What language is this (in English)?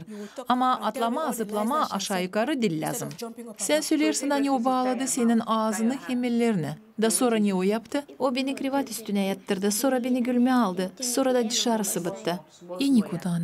Gagauz